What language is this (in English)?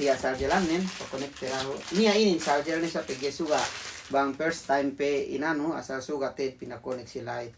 Yakan